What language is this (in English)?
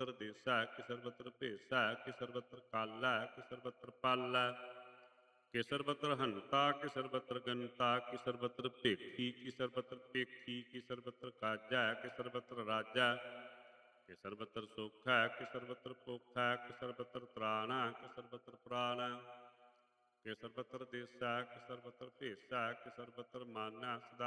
Punjabi